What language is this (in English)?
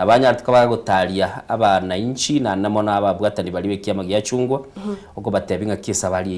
Gusii